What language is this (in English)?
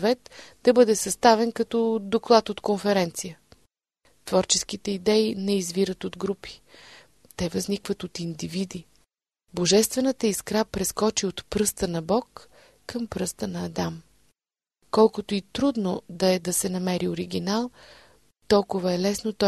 Bulgarian